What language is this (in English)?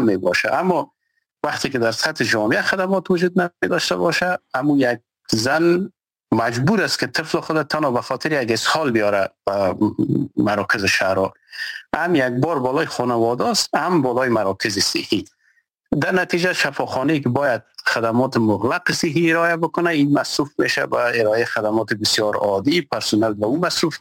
Persian